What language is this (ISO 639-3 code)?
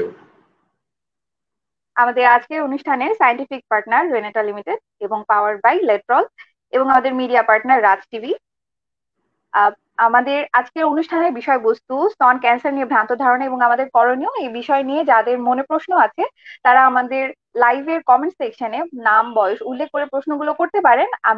ben